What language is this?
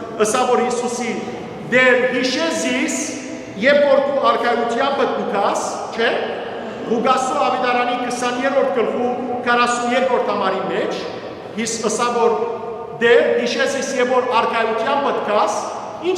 Western Armenian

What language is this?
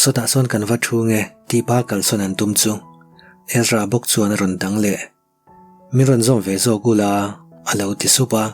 Mizo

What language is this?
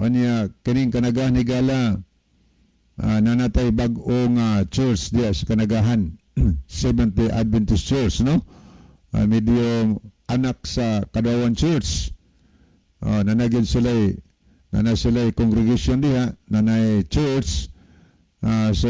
Cebuano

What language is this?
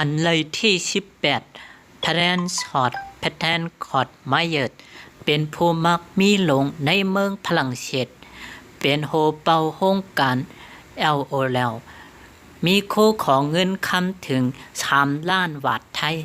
Shan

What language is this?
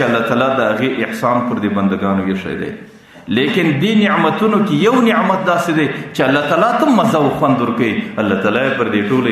Pashto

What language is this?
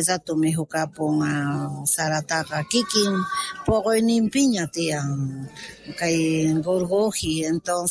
South Bolivian Quechua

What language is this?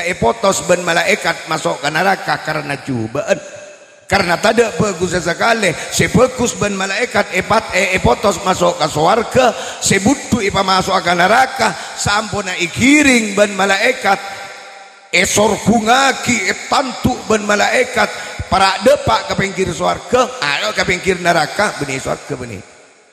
Madurese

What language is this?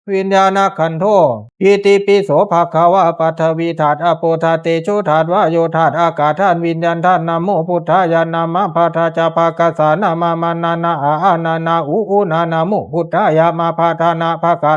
Pali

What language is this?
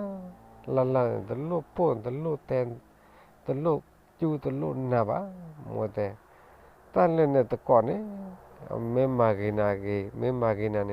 S'gaw Karen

